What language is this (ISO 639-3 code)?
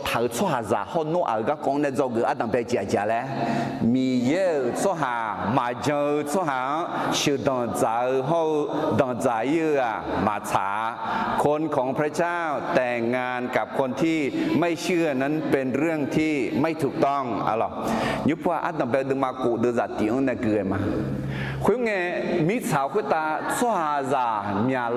ahk